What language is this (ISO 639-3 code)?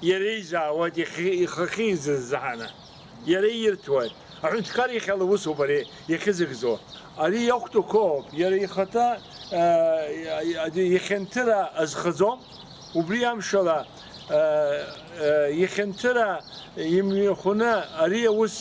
abk